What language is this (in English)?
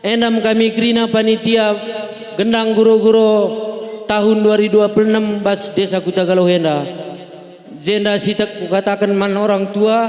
Batak Karo